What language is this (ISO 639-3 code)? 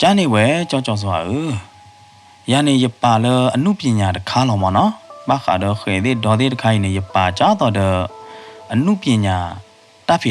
ksw